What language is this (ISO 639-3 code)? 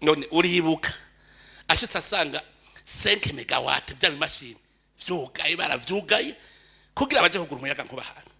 run